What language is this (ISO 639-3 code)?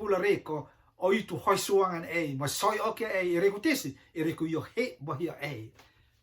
rtm